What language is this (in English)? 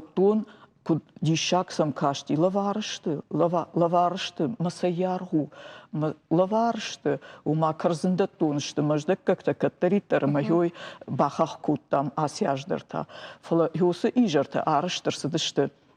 Ossetic